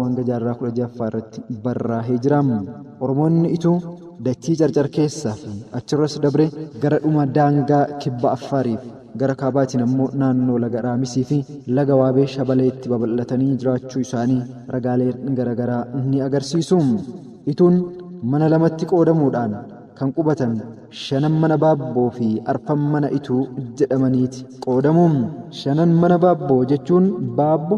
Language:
Oromo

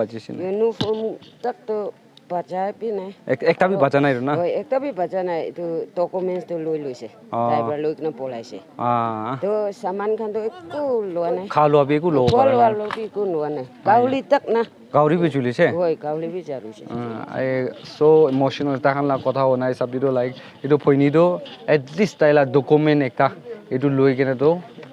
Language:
Naga Pidgin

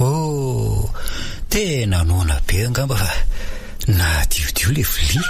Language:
Malagasy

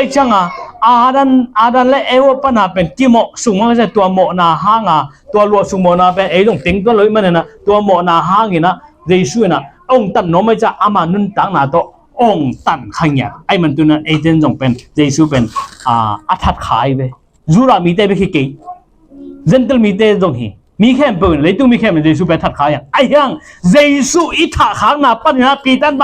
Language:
Tedim Chin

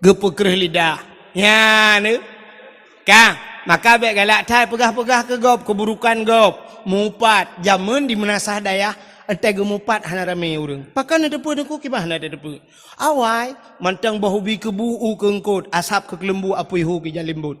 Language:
Achinese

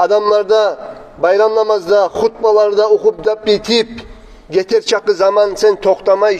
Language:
Kumyk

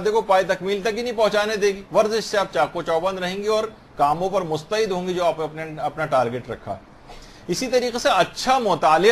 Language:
Urdu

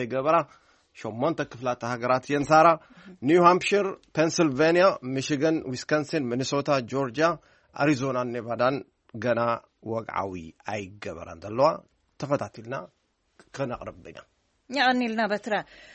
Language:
Tigrinya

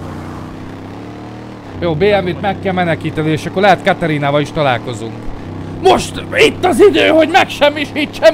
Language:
Hungarian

